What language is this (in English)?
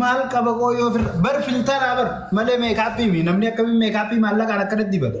Oromo